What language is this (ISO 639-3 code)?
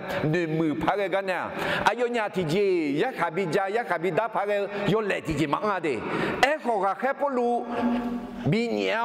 ahk